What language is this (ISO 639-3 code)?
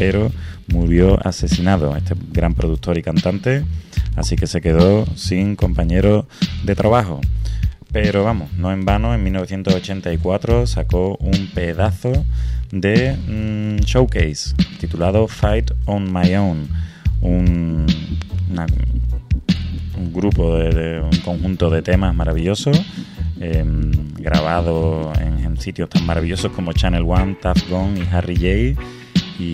spa